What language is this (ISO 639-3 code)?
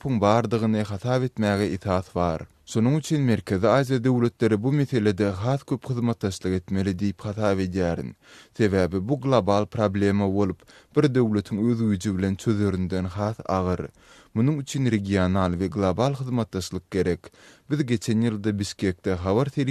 tuk